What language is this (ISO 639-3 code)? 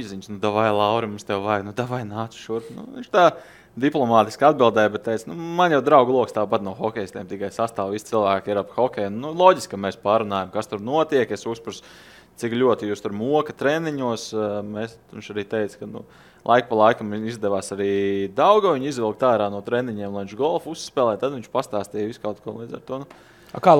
lav